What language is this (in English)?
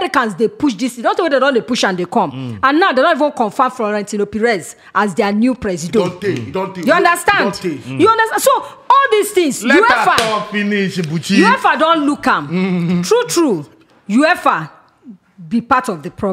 Nigerian Pidgin